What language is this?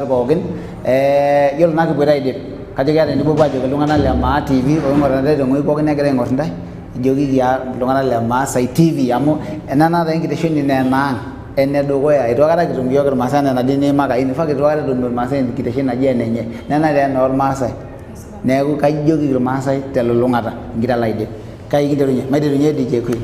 Masai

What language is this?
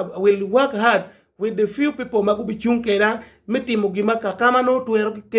Acoli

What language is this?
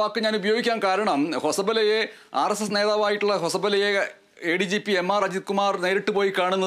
Malayalam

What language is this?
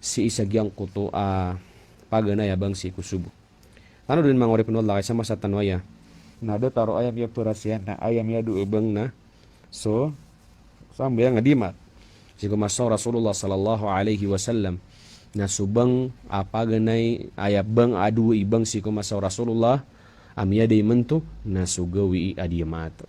Maranao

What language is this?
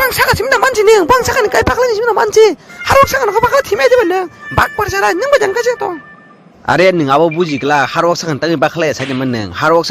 Kok Borok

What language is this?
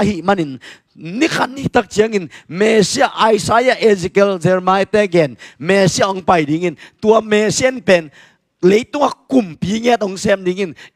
Tedim Chin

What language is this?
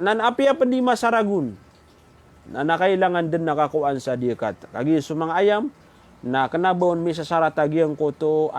Maranao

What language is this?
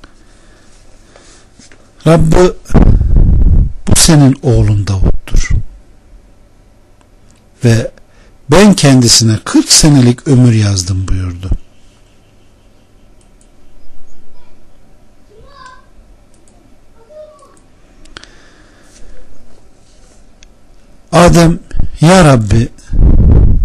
Turkish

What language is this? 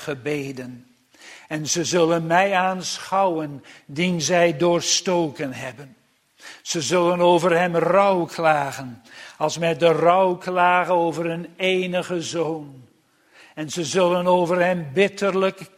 Dutch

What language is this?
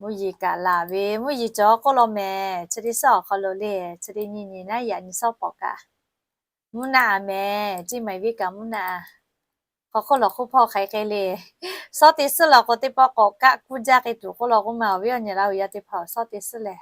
Lahu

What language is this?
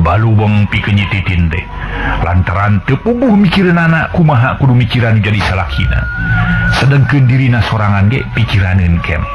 Sundanese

